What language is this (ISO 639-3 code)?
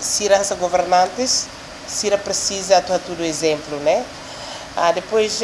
tet